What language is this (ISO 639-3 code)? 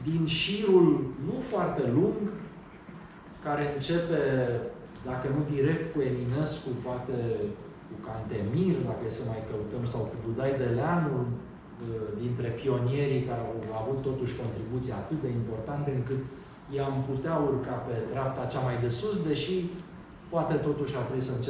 ron